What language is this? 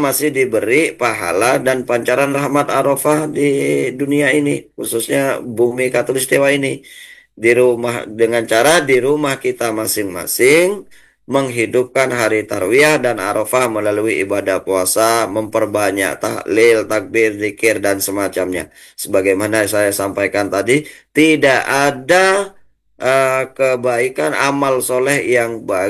Indonesian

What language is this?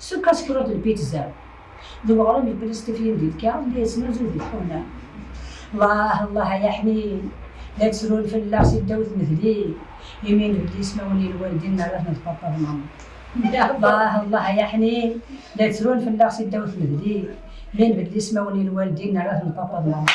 Kabyle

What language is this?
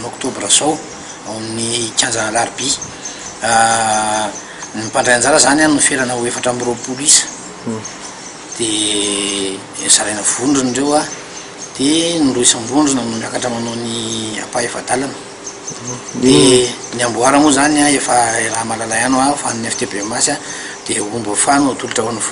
Malagasy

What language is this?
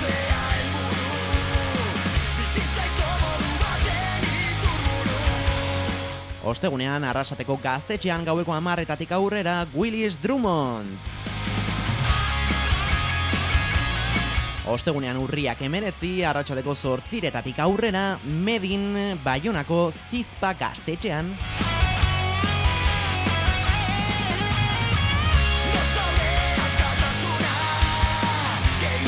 Basque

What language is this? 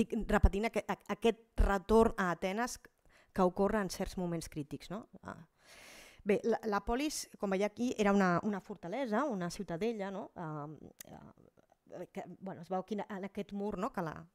Catalan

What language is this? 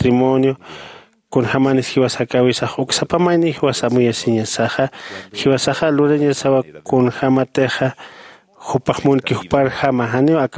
Aymara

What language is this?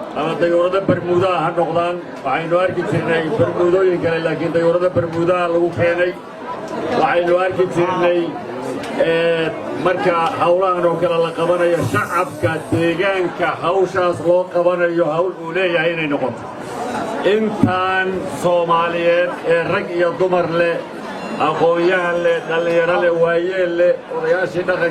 Somali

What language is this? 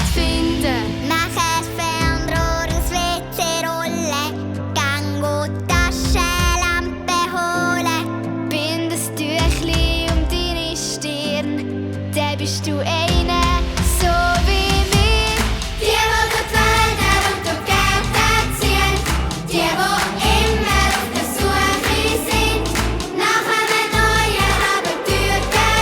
Swiss German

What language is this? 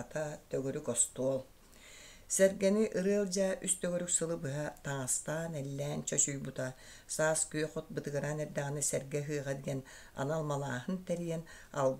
Yakut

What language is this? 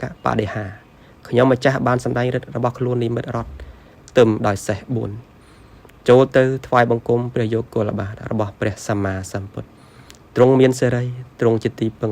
Khmer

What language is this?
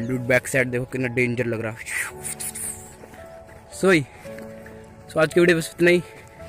Hindi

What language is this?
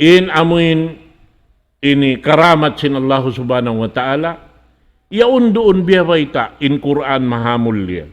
Tausug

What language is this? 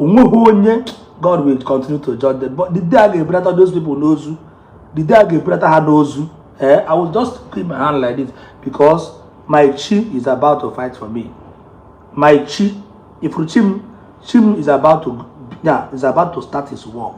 Igbo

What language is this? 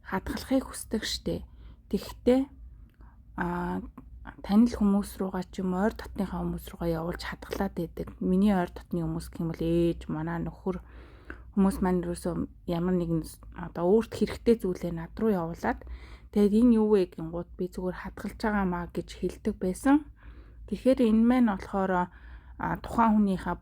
Mongolian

